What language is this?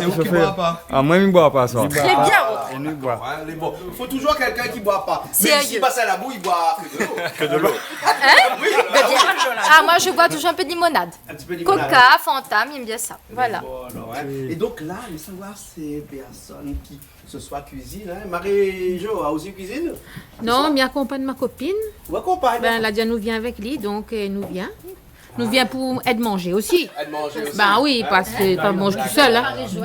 Réunion Creole French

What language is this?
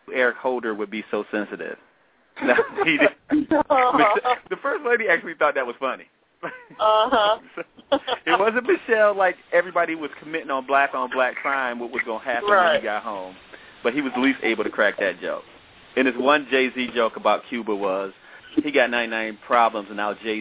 English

